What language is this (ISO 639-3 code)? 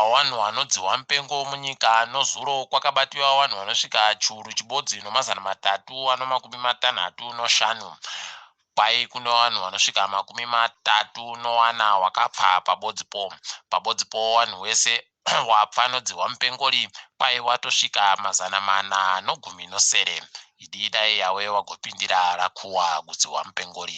ndc